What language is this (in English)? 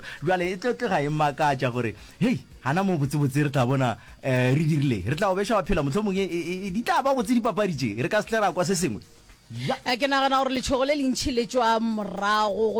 Northern Sotho